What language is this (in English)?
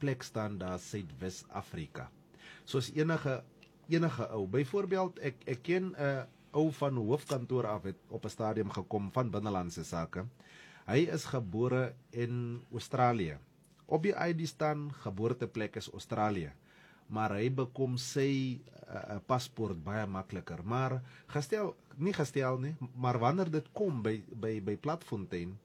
Afrikaans